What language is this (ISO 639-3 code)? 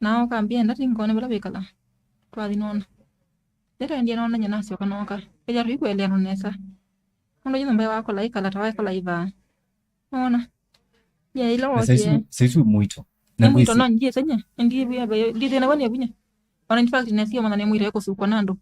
kam